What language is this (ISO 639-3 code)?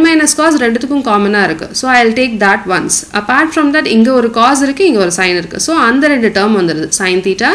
tam